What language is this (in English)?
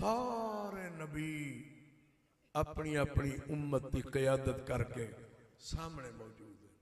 Saraiki